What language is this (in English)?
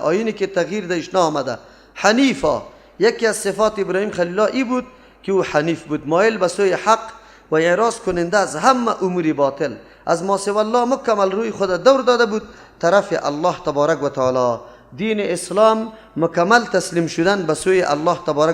Persian